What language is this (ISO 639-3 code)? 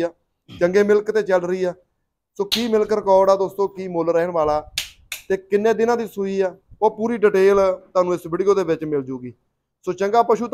pan